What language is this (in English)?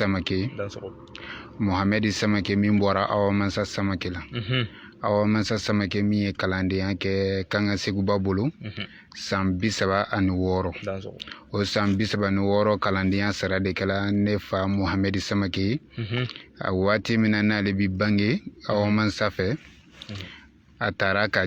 Bambara